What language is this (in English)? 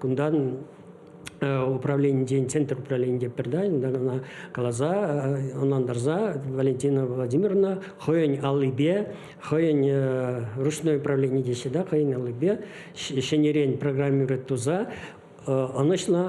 Chuvash